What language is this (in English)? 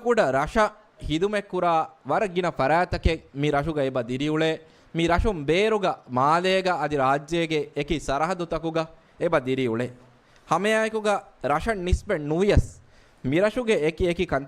Divehi